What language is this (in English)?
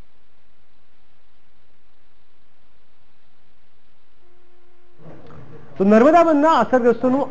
Gujarati